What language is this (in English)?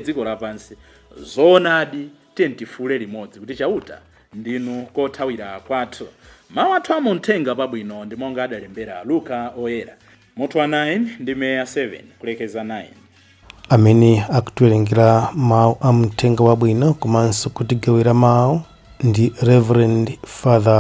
Nyanja